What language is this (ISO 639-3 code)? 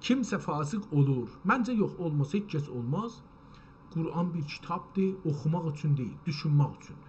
azb